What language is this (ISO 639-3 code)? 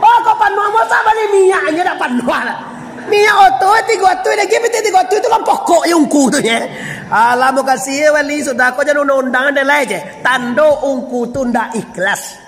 min